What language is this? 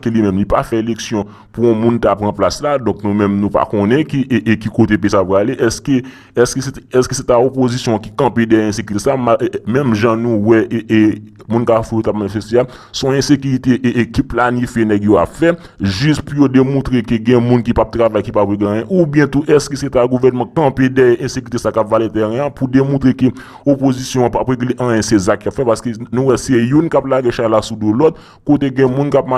Haitian Creole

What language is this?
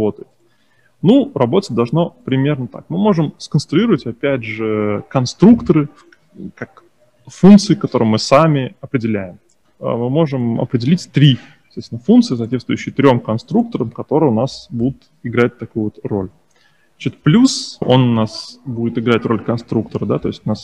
Russian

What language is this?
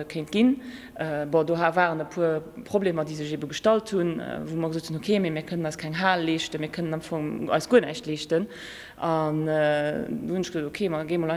Luxembourgish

